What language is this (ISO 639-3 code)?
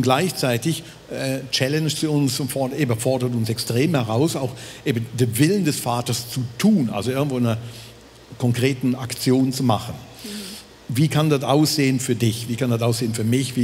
gsw